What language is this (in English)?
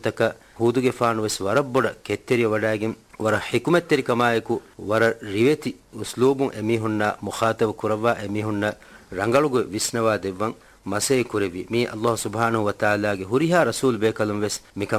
Divehi